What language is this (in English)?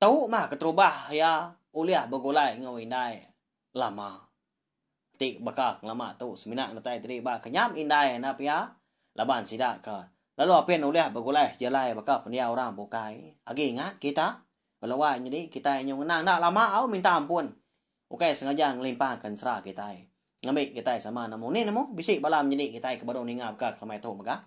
Iban